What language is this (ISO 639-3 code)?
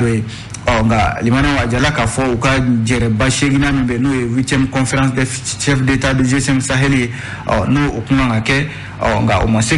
bam